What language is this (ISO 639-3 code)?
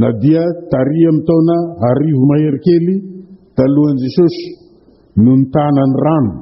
mlg